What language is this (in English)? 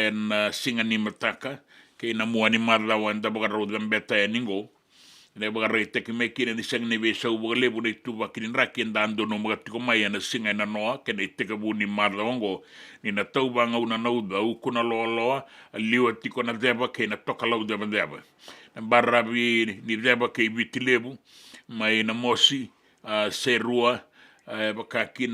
Fijian